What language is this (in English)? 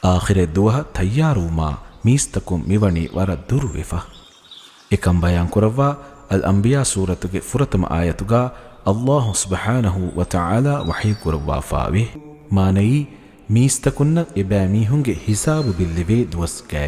Divehi